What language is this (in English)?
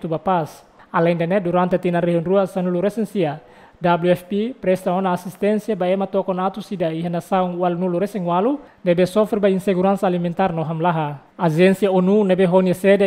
Tetum